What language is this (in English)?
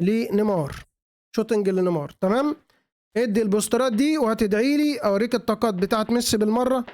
Egyptian Arabic